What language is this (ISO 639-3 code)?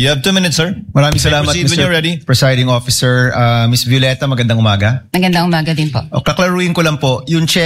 fil